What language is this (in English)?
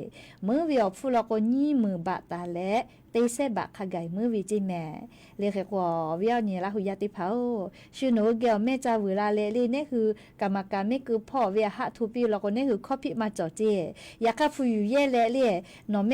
Lahu